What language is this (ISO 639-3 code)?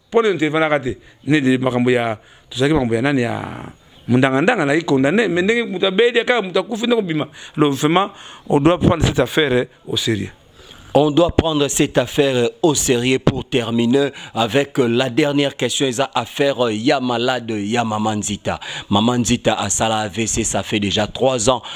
lin